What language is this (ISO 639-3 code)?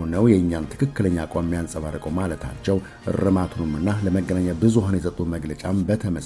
amh